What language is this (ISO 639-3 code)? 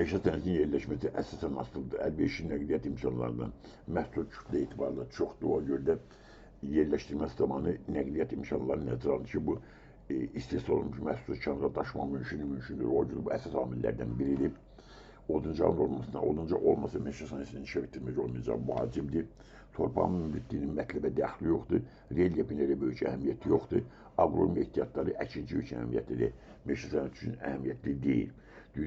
aze